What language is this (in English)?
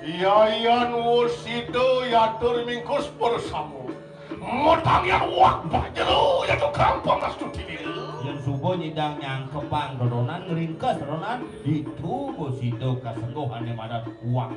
Balinese